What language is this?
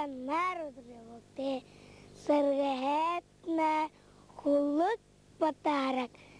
Buriat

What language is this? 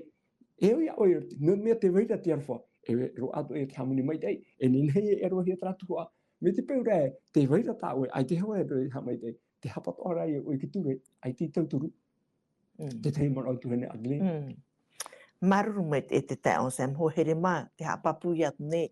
Tahitian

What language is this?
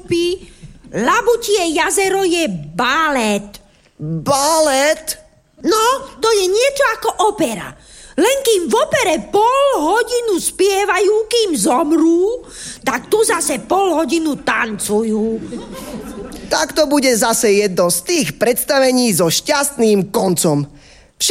Slovak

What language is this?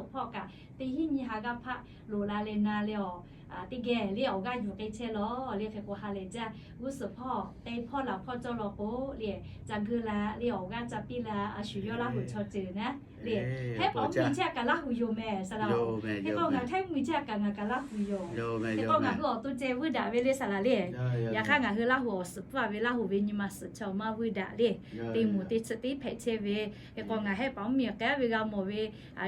Lahu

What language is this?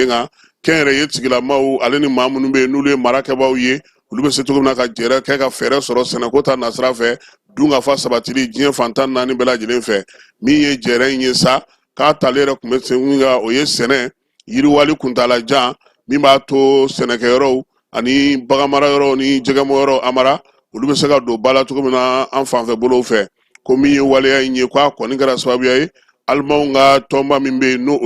Bambara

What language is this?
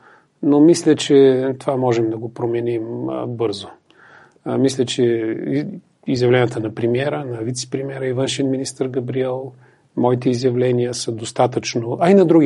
Bulgarian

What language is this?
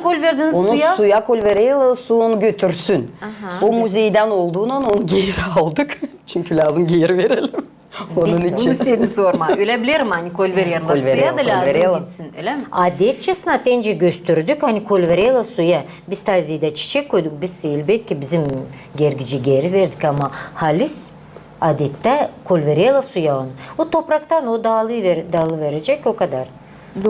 Gagauz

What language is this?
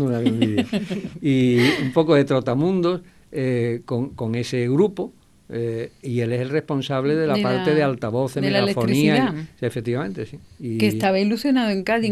Spanish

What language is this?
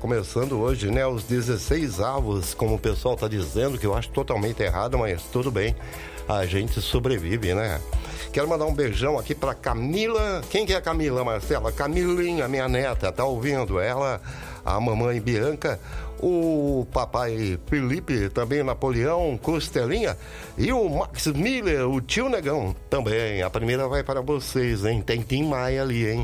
Portuguese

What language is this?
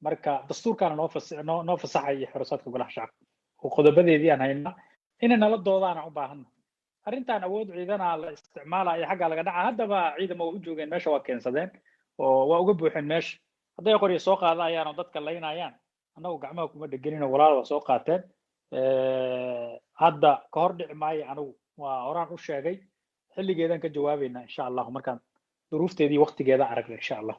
Somali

